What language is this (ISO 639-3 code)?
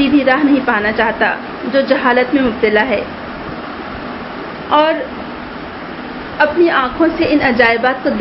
urd